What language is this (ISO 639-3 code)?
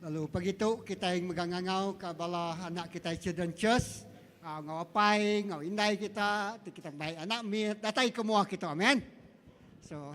iba